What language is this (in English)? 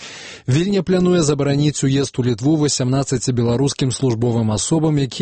Belarusian